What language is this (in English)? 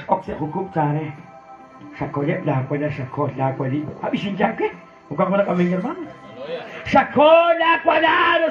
Kekchí